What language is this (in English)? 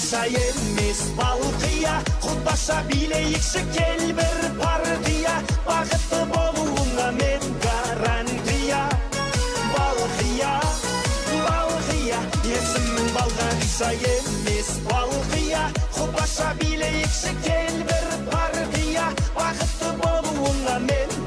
Kara-Kalpak